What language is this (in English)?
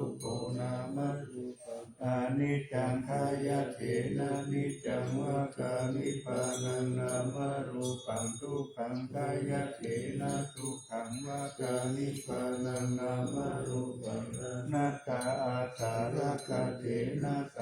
Pali